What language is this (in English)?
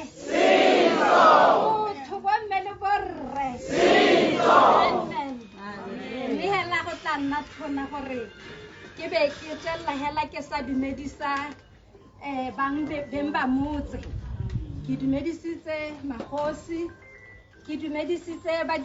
Tswana